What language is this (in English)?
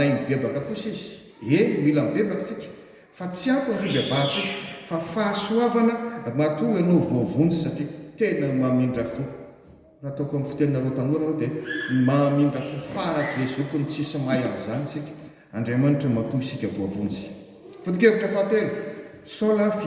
Malagasy